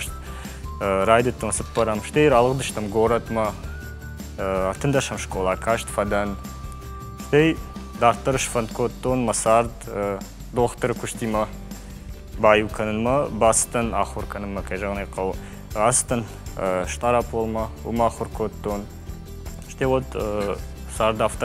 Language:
Ossetic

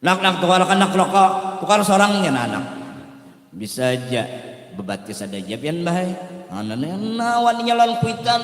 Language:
Banjar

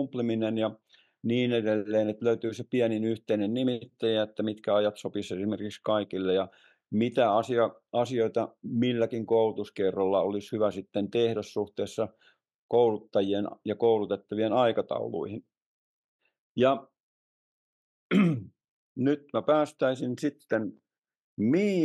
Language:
Finnish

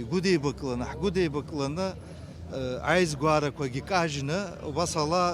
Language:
Abkhazian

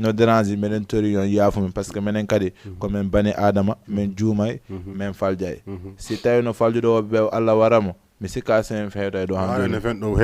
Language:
Fula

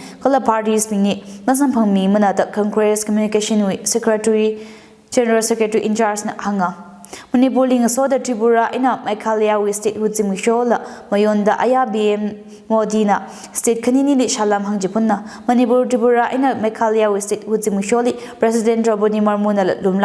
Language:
Tangkhul Naga (India)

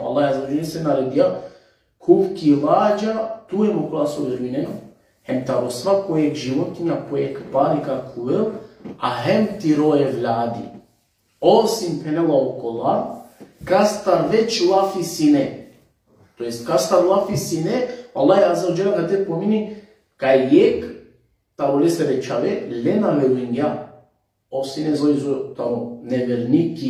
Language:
Balkan Romani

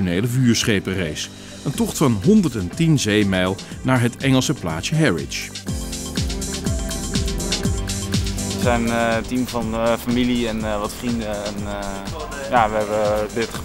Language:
Dutch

